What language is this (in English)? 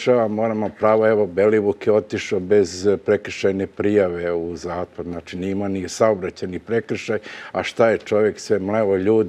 Serbian